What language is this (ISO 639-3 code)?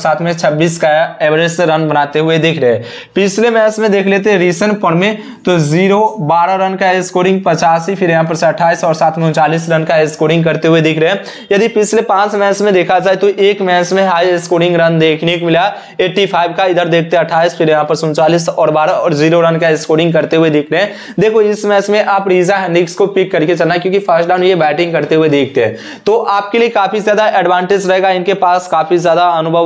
hin